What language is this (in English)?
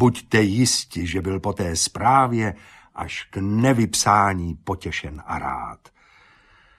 Czech